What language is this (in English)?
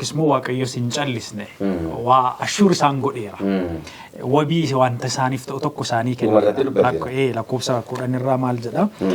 Oromo